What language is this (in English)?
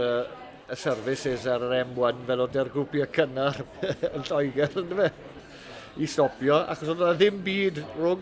Welsh